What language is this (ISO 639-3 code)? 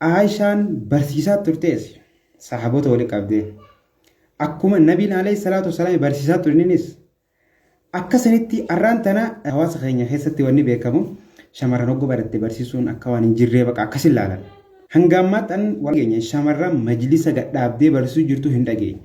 orm